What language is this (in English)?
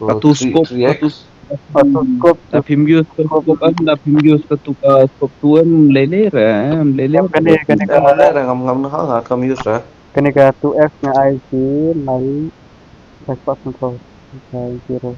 Khasi